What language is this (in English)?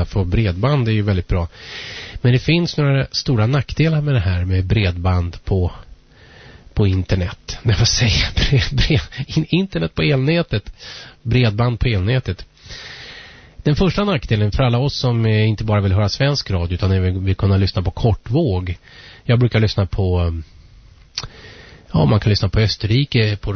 Swedish